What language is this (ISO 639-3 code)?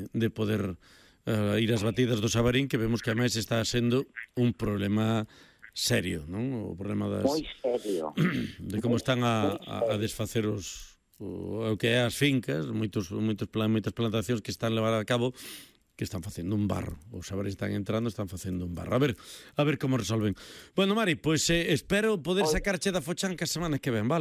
glg